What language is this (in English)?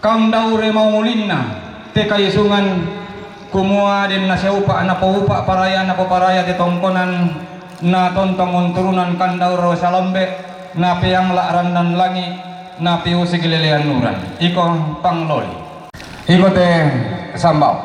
Toraja-Sa'dan